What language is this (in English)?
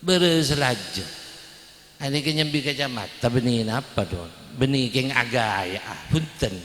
Madurese